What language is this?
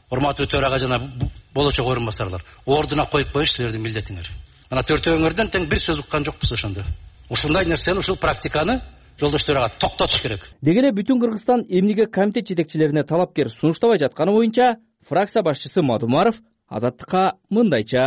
Kyrgyz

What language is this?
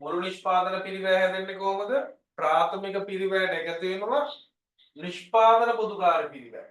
Sinhala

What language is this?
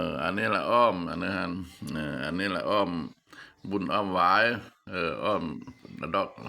Lao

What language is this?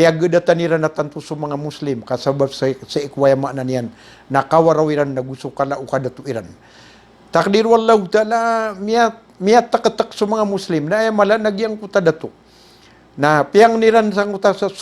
Maranao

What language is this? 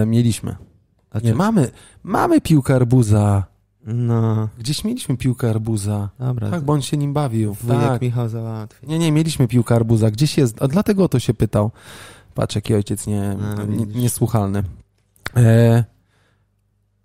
Polish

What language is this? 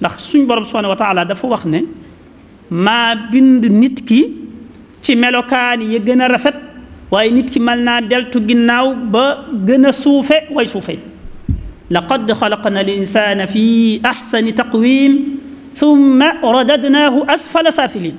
Wolof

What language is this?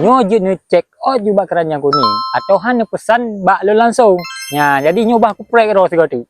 Achinese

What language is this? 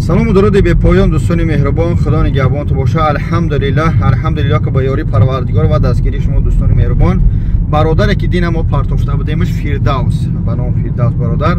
Tajik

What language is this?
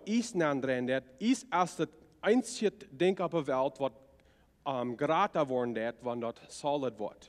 Plautdietsch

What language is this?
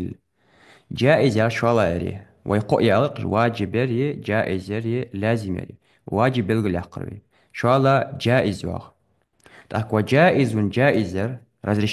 Ingush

